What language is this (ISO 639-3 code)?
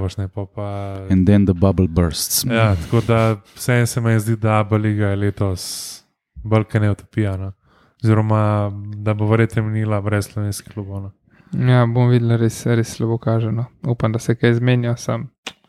slv